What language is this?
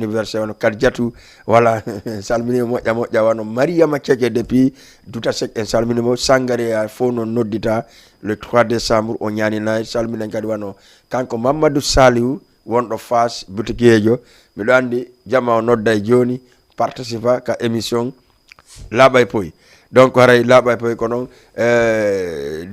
Fula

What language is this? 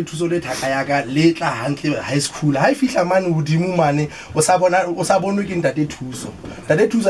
Southern Sotho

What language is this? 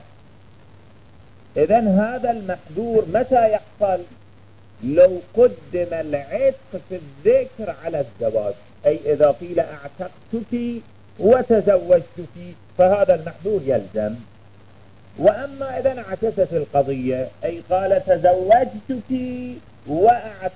Arabic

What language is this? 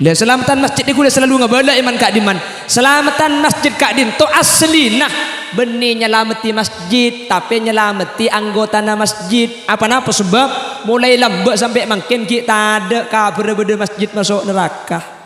Madurese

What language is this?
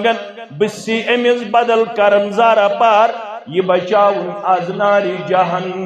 Kashmiri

